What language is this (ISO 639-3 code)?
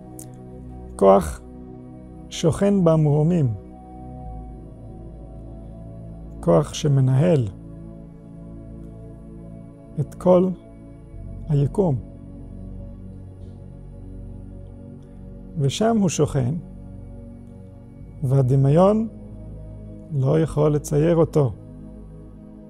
heb